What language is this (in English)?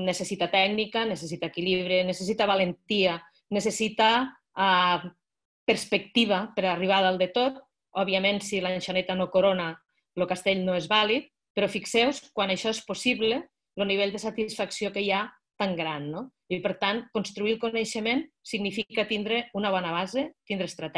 Catalan